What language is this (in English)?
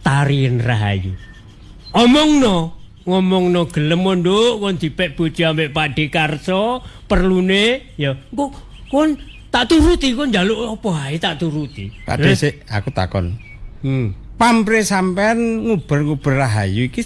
Javanese